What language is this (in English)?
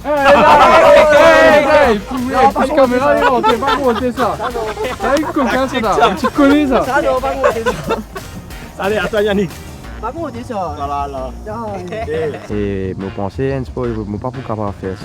Morisyen